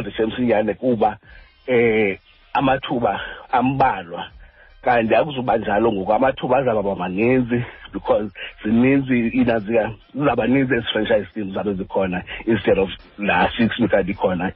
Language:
Xhosa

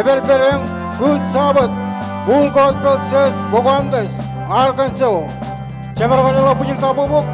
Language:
Marshallese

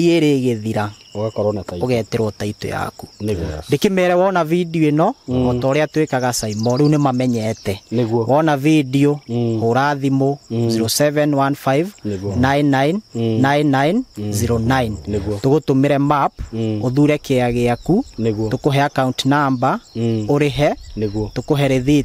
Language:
Kikuyu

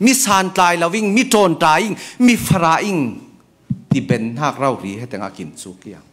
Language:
Falam Chin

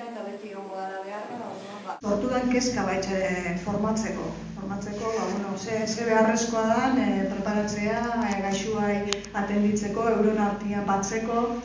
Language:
Basque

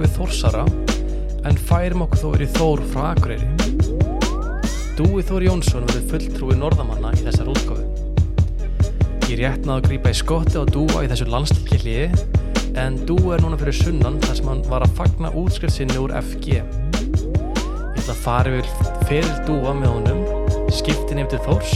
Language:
Icelandic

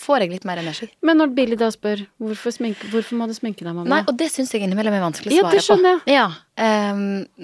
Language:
Norwegian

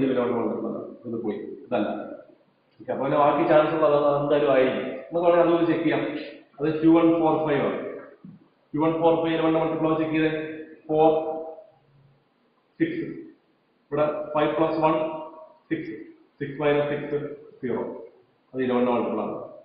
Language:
Malayalam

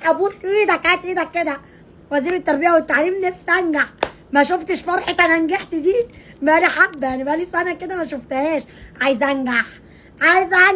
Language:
Egyptian Arabic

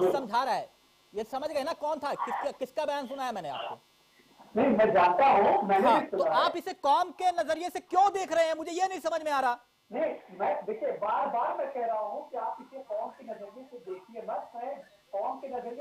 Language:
Hindi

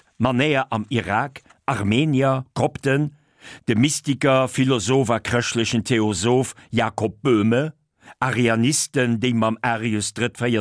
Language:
Luxembourgish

